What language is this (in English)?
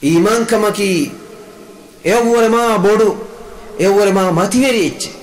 Divehi